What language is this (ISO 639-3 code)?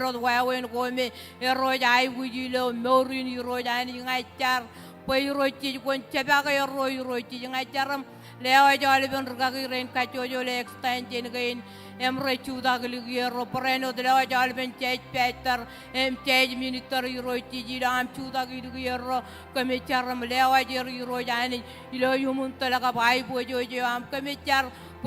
mah